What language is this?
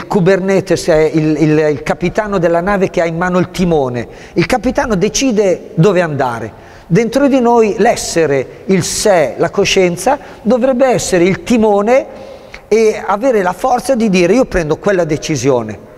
Italian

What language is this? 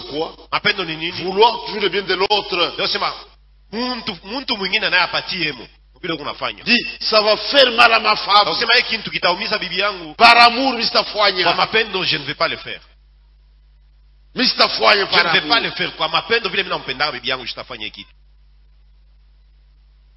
Swahili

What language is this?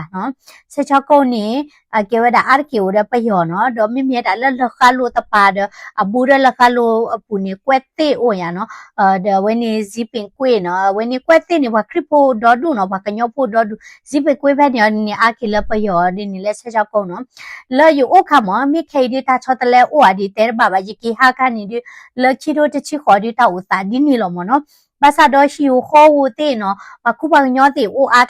S'gaw Karen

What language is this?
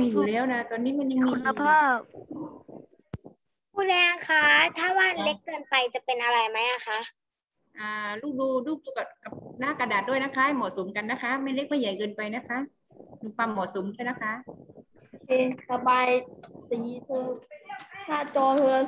Thai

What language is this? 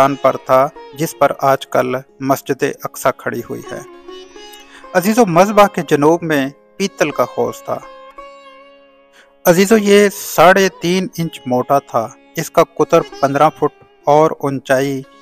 Urdu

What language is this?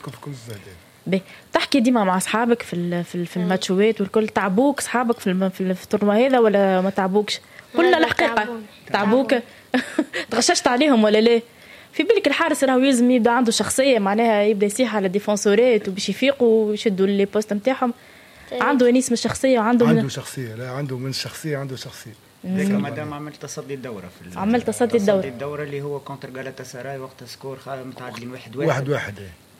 Tunisian Arabic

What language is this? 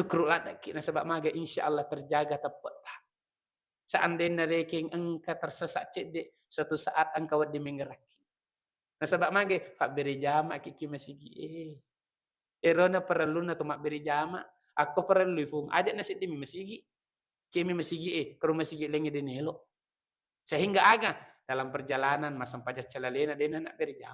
Buginese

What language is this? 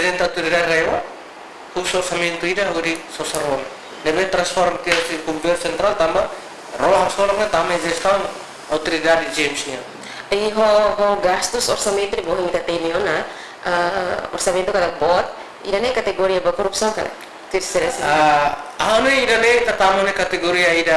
Tetum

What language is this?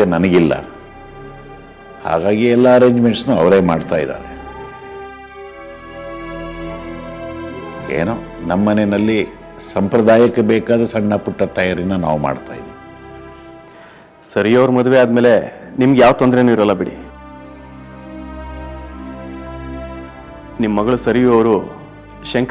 Kannada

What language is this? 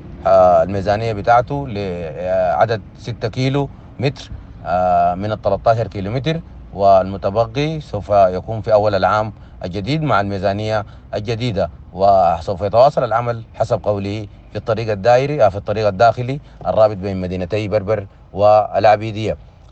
Sudanese Arabic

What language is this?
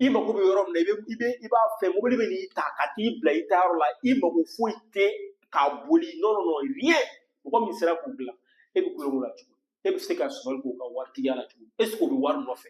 Bambara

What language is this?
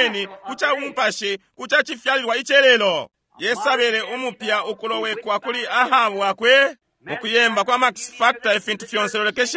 Bemba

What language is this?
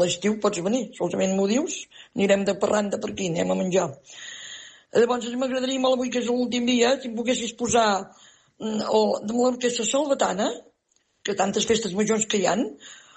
Catalan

